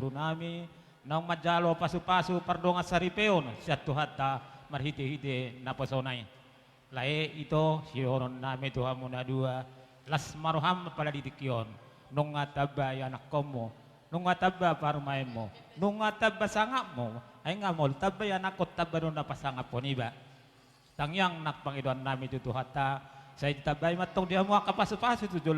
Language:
Batak Toba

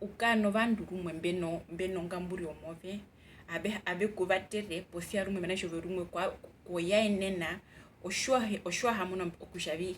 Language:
Herero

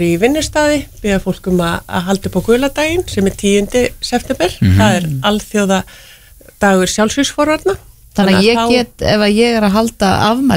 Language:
Icelandic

